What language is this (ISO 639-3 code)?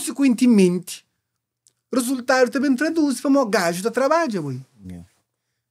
kea